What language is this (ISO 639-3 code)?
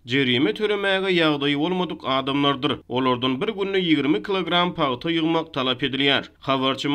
tuk